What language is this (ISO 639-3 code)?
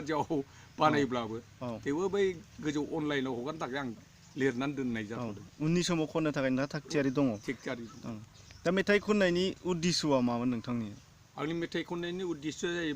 brx